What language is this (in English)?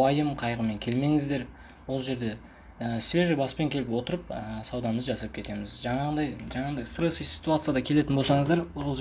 Kazakh